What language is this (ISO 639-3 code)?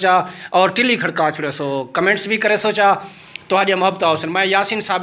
skr